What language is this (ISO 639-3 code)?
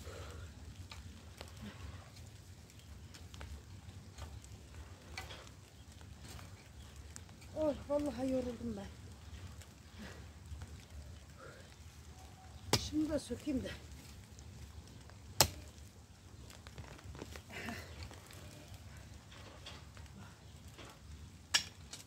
tur